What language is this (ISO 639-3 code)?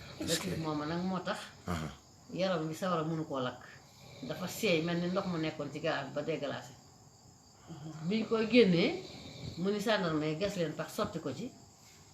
wol